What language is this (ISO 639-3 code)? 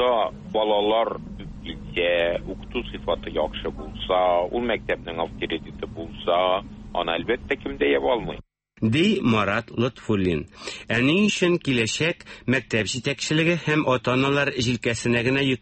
tat